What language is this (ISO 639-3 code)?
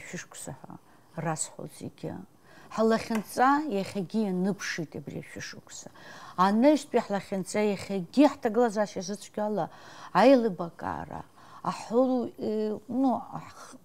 abk